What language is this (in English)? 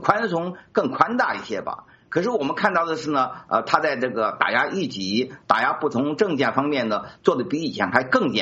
Chinese